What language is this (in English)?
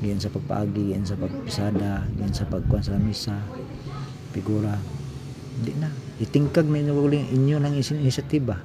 Cebuano